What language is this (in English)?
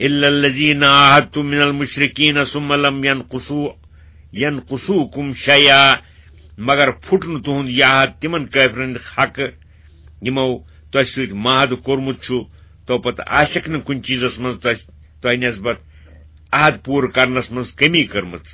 Kashmiri